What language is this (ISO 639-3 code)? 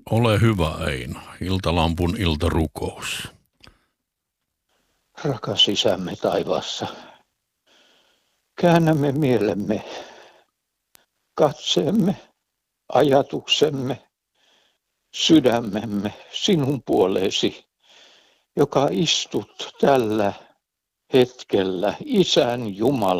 fin